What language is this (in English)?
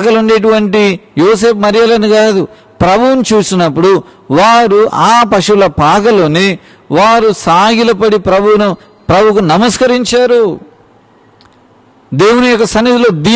Telugu